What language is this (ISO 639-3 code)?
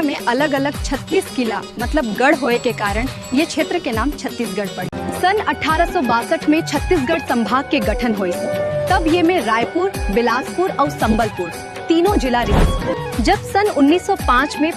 hne